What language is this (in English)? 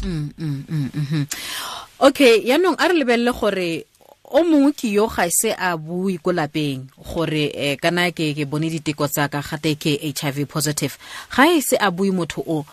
Tswana